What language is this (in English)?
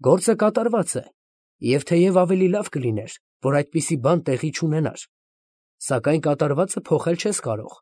Armenian